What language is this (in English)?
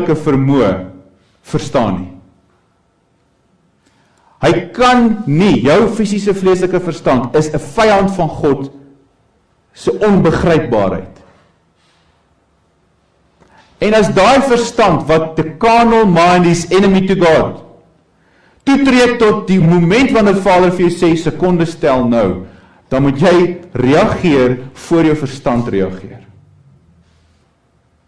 Afrikaans